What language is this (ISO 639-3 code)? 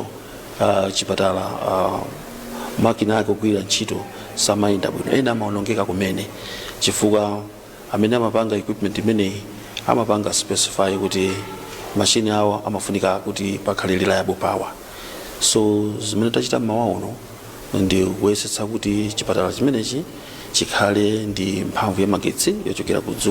nya